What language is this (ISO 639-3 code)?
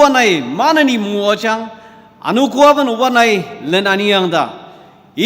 njo